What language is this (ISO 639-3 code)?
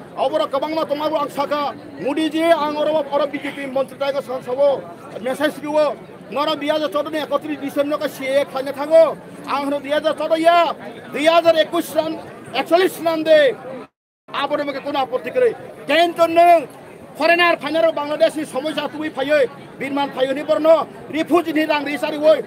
ria